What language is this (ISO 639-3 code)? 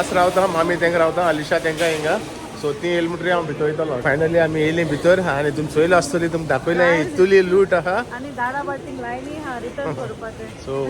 kok